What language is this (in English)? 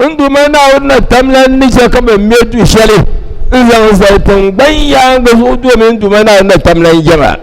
Dagbani